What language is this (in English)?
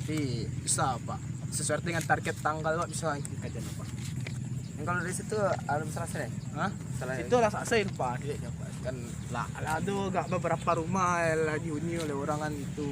Minangkabau